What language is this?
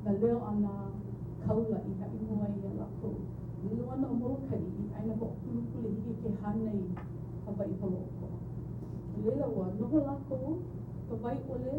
Hawaiian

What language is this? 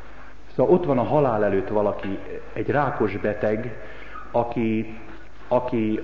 Hungarian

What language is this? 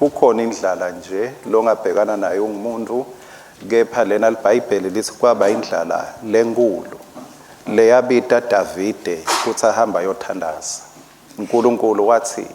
Swati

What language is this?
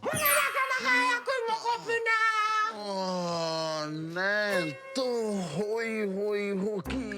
Māori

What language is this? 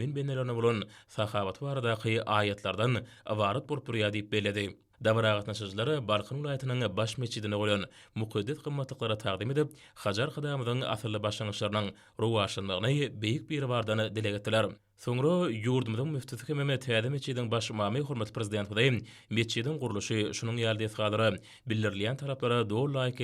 Turkmen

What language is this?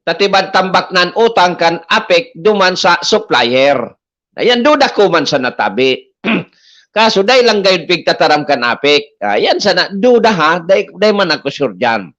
Bikol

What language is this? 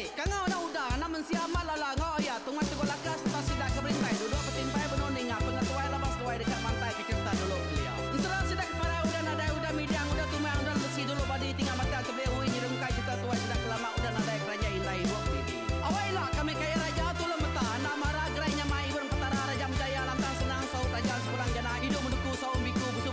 Iban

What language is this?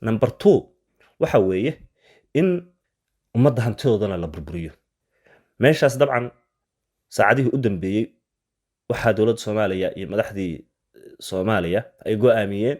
Somali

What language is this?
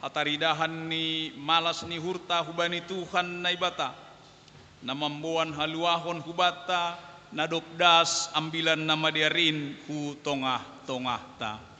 Batak Simalungun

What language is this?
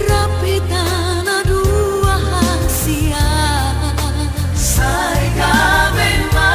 Batak Toba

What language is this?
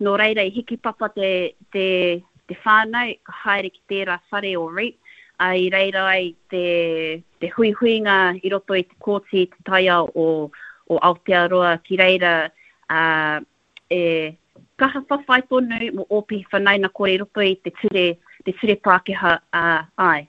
Māori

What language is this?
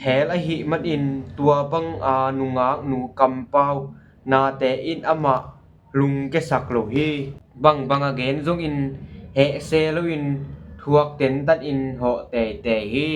Tedim Chin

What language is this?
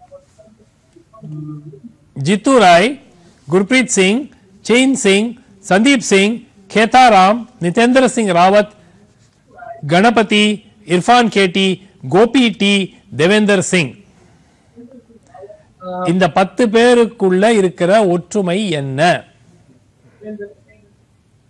Tamil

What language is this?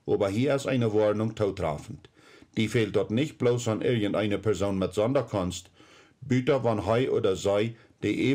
Plautdietsch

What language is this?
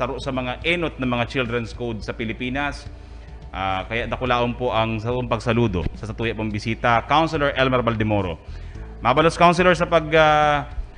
Bikol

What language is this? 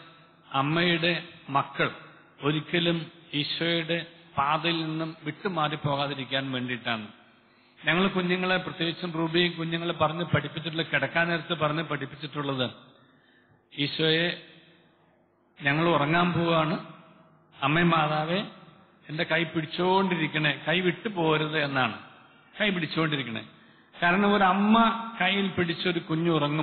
Malayalam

